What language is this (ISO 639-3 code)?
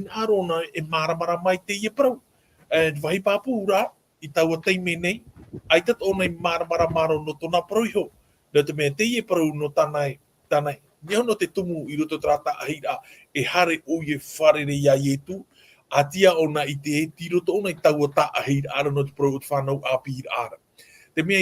tah